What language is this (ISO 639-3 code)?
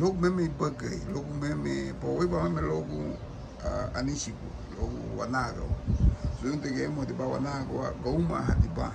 cab